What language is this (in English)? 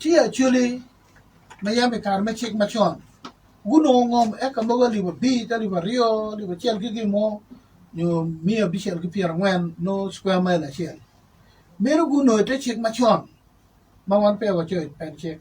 Acoli